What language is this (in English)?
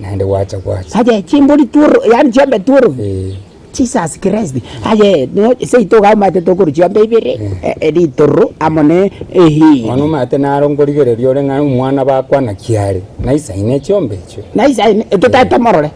Gusii